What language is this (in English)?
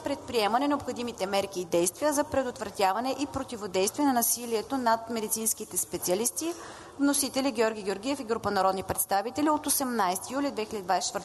Bulgarian